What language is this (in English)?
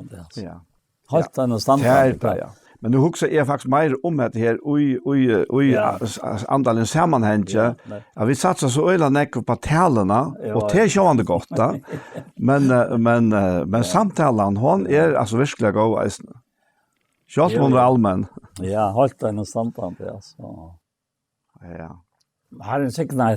Faroese